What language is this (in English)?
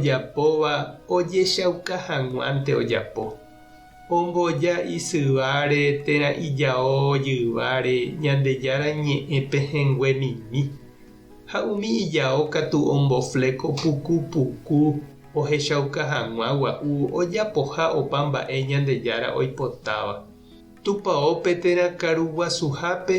Guarani